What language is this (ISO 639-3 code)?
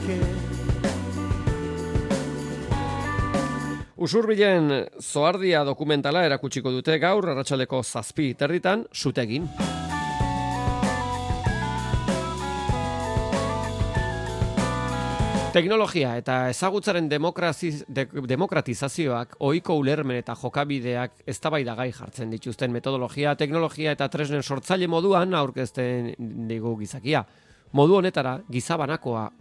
eus